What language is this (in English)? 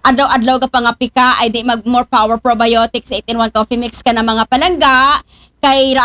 Aklanon